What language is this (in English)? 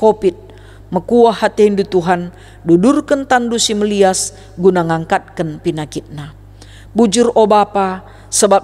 Batak Karo